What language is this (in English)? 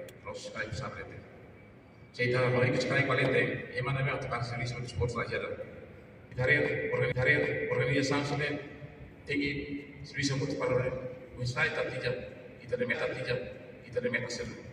Tetum